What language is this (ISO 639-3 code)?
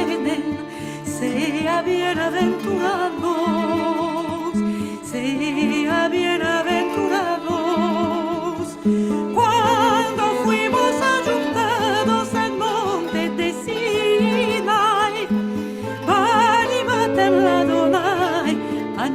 lad